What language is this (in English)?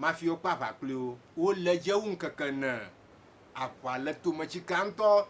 Ewe